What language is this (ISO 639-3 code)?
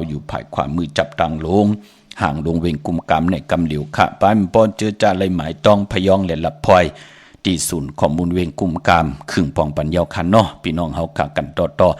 shn